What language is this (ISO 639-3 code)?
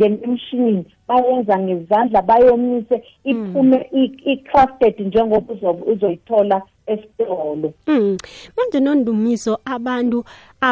nbl